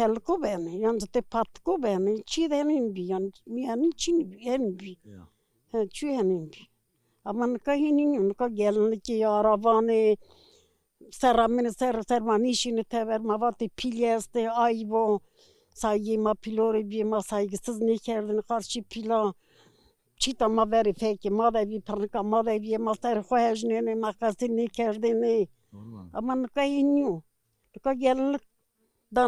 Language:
Zaza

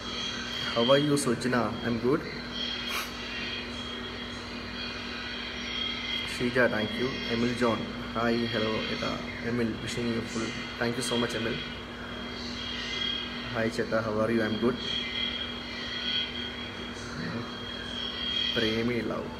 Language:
Malayalam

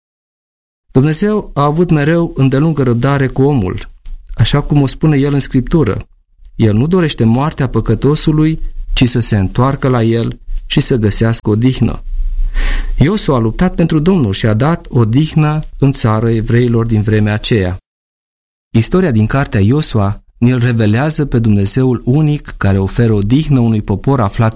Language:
Romanian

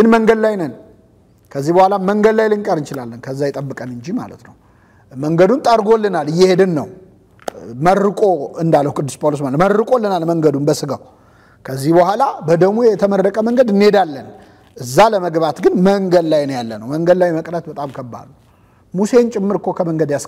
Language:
Amharic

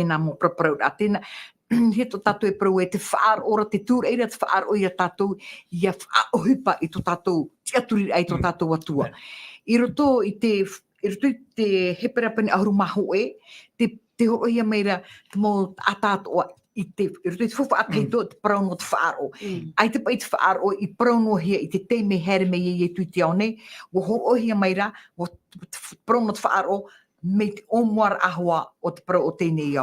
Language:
Tahitian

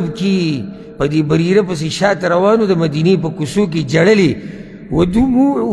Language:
Pashto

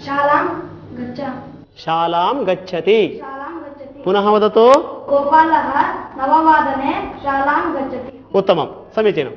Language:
Sanskrit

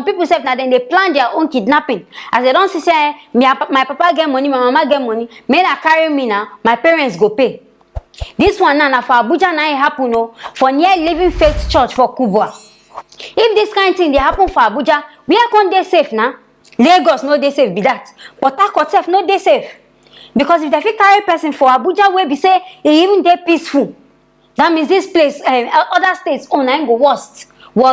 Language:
Nigerian Pidgin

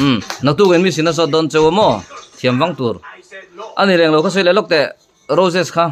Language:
Mizo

